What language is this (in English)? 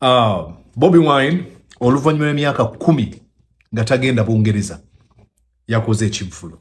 Ganda